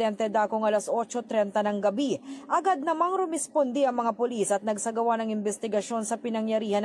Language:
Filipino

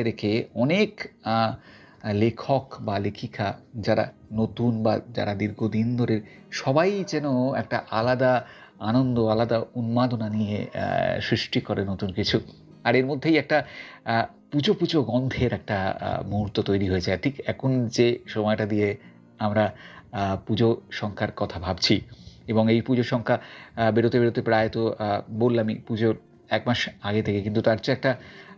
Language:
Bangla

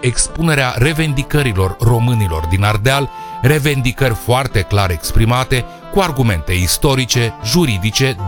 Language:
Romanian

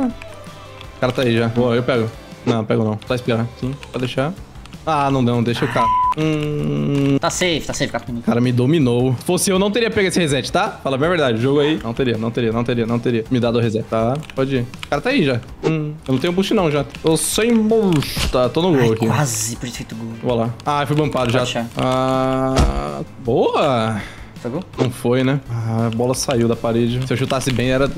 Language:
Portuguese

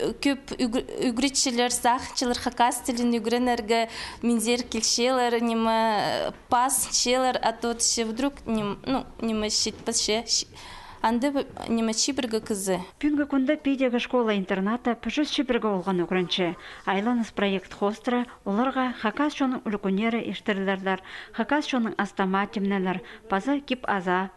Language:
Khakas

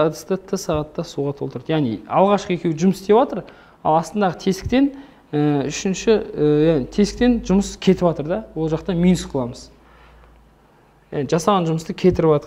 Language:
Kazakh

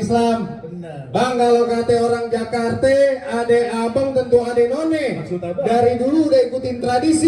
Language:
Betawi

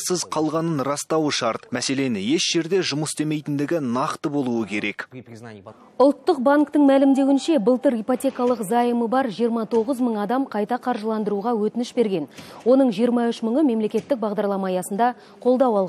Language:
Kazakh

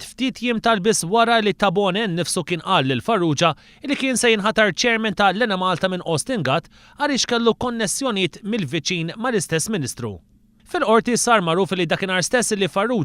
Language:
Maltese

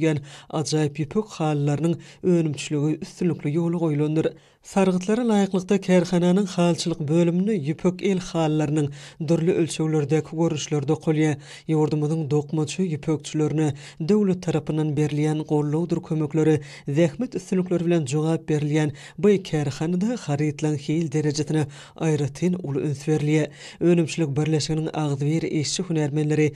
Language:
Turkmen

